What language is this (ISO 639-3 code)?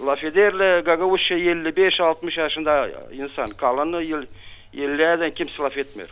gag